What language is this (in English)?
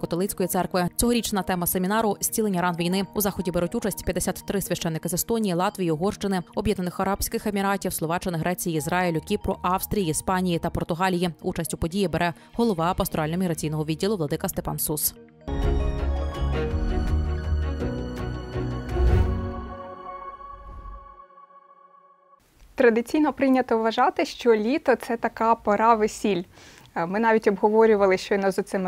Ukrainian